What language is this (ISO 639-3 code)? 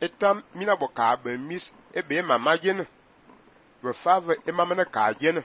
fan